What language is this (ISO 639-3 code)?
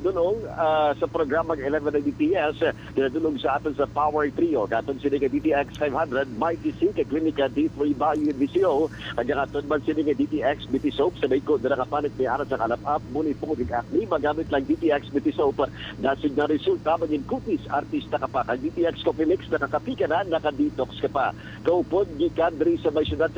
hil